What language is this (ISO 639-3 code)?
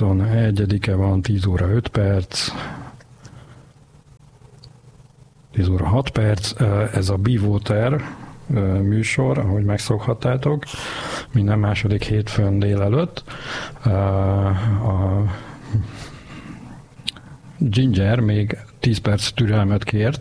hun